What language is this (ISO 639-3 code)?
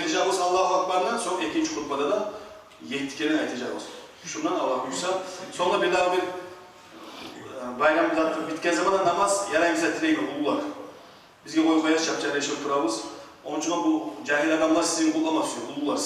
kum